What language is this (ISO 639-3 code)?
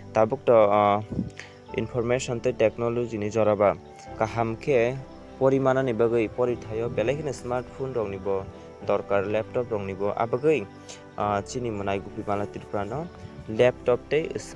trp